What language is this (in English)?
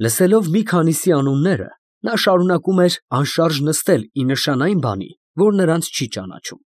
Armenian